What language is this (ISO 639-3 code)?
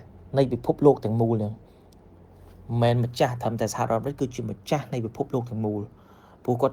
khm